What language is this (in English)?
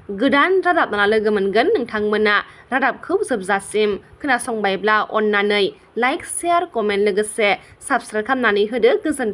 Bodo